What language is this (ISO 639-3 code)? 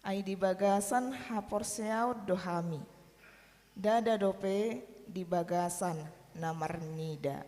bbc